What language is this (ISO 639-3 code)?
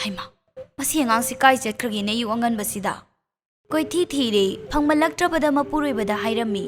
mni